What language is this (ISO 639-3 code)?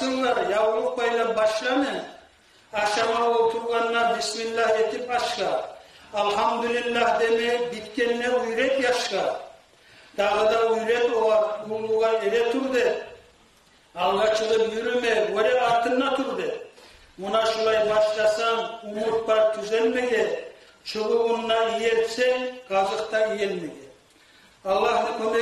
kum